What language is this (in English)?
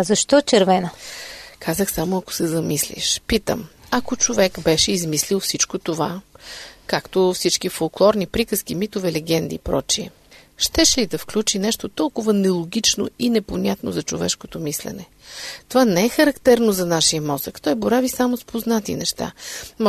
Bulgarian